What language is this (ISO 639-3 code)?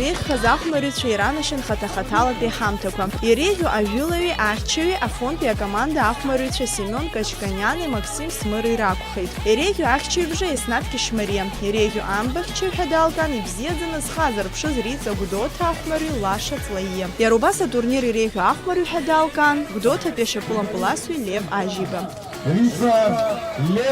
abk